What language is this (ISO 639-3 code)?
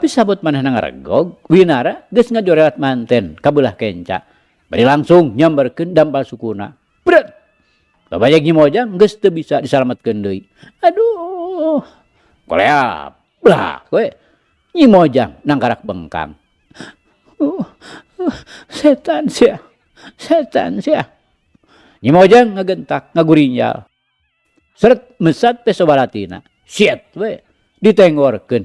sun